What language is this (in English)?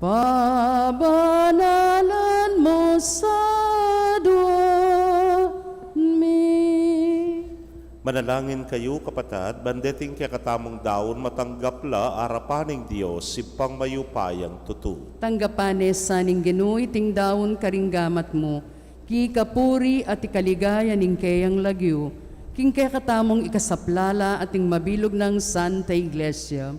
Pampanga